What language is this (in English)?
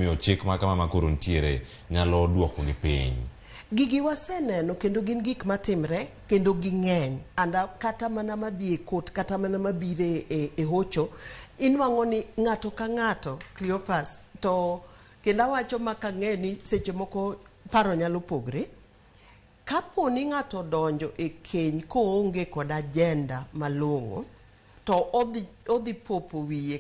Luo (Kenya and Tanzania)